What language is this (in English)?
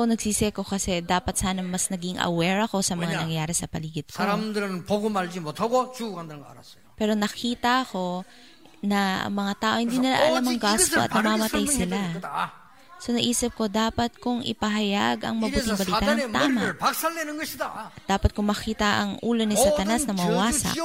Filipino